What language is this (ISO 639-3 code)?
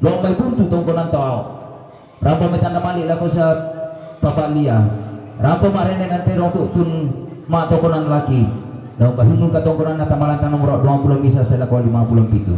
sda